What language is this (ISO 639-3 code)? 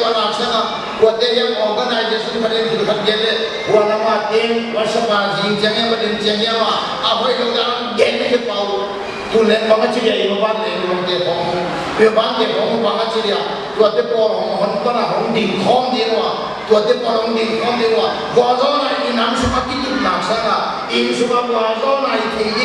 pck